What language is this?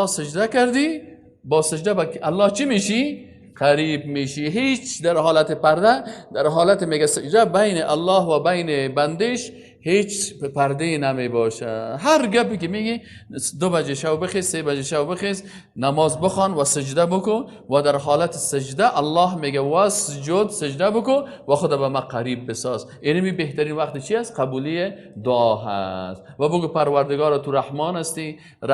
Persian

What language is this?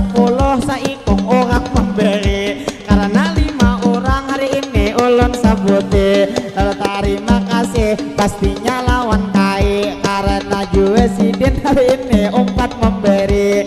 Banjar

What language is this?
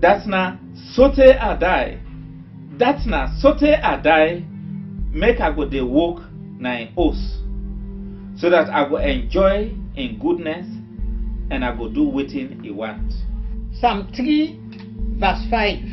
Krio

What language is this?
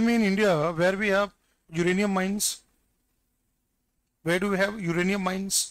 Hindi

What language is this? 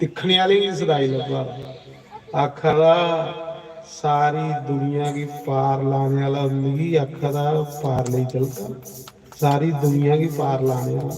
Dogri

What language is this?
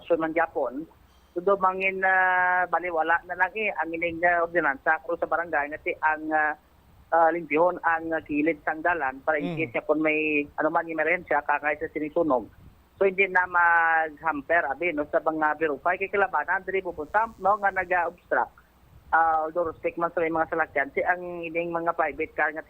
Hiligaynon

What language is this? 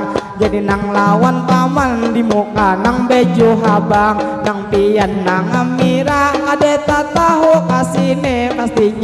Banjar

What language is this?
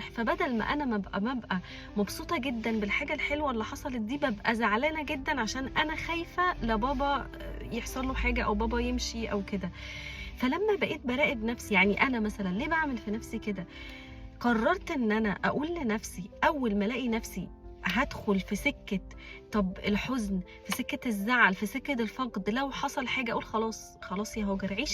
Egyptian Arabic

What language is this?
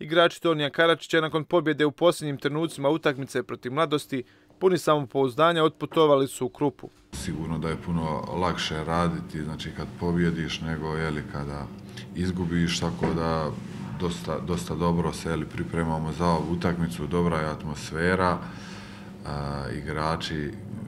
Croatian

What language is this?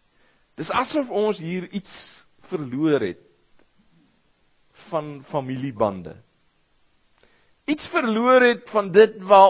Afrikaans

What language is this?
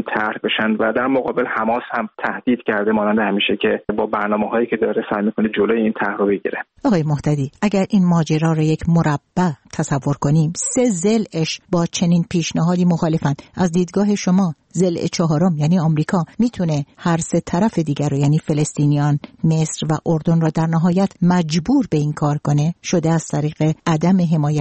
Persian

